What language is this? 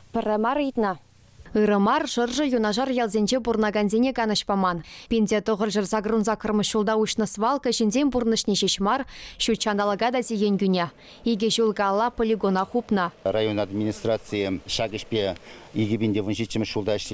Chuvash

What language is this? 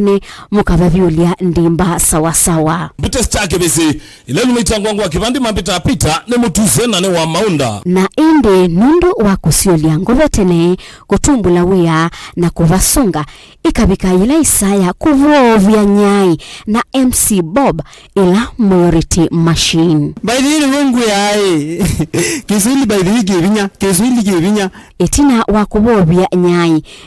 Kamba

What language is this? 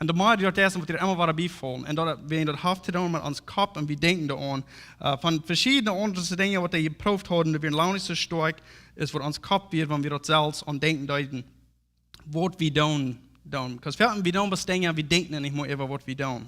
Plautdietsch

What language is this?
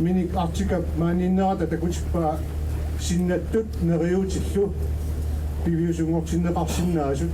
Kalaallisut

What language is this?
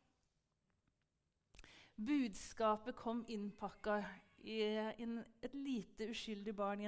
Norwegian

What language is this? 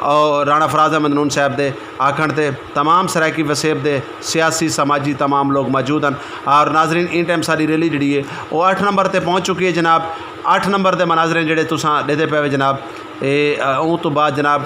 Saraiki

